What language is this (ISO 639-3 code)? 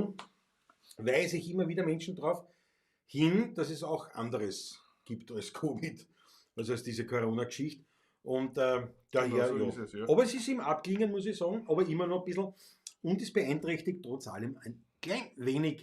bar